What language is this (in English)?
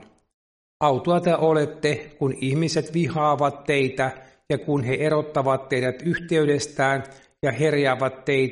Finnish